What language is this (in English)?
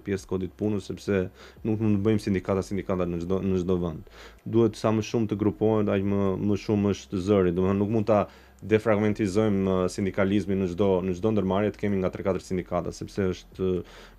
Albanian